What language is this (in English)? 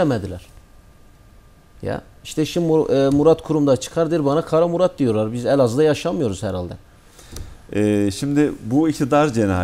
Turkish